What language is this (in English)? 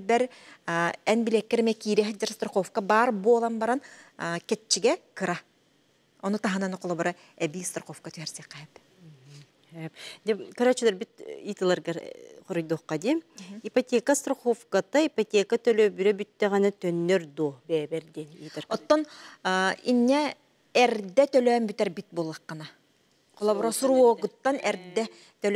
Yakut